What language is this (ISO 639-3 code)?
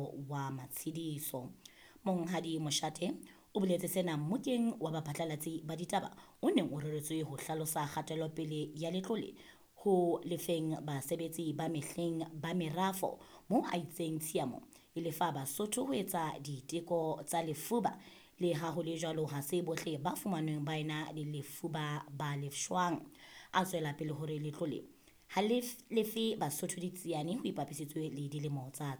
sot